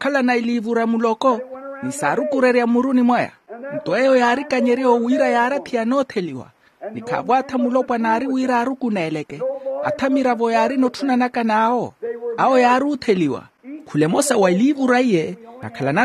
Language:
Makhuwa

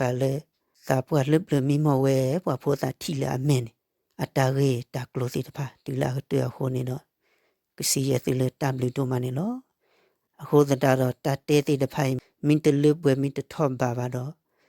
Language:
S'gaw Karen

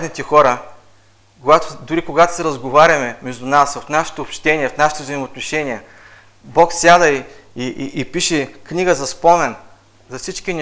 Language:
Bulgarian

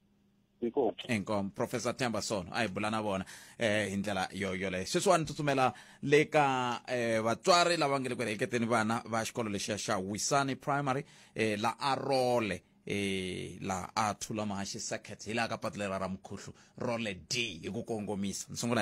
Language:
Tsonga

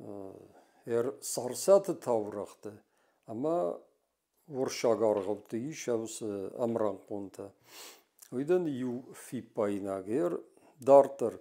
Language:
Ossetic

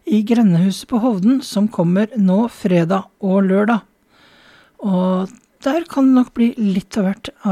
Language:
Norwegian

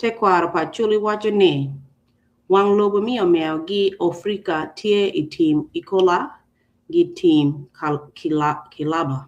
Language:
Acoli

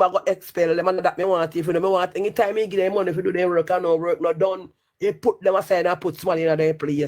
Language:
Jamaican Creole English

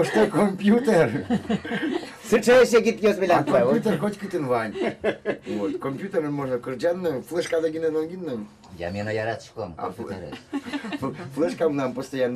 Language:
Udmurt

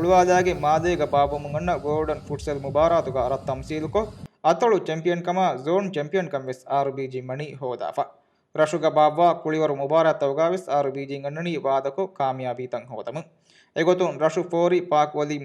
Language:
Divehi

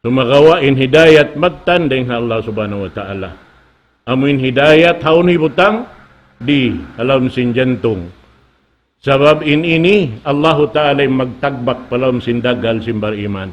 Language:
Tausug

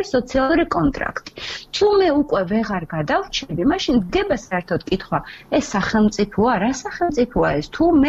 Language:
Georgian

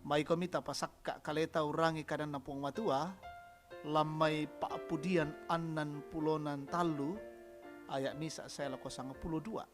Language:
Toraja-Sa'dan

